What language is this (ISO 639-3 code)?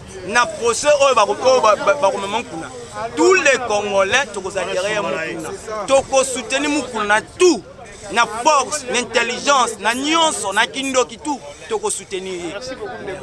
lin